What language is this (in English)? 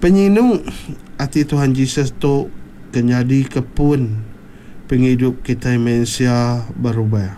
Iban